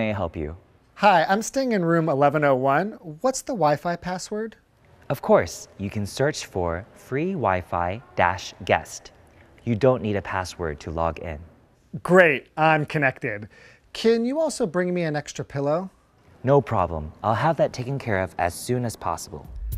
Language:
English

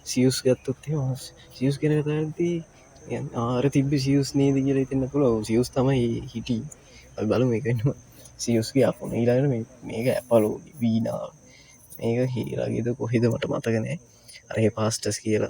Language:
Sinhala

